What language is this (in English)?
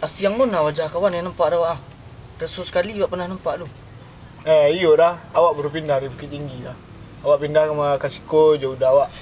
Minangkabau